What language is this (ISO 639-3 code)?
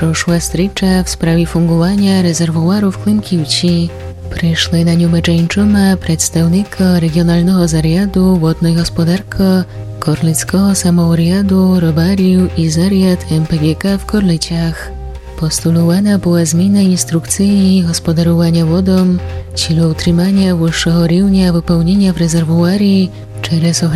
rue